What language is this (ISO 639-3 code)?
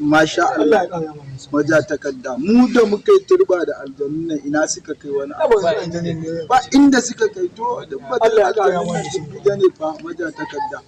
hau